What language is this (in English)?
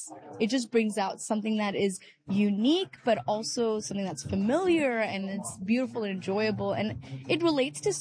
English